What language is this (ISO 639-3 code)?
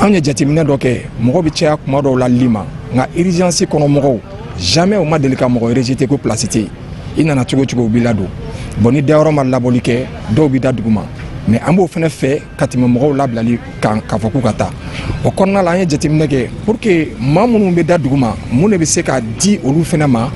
bam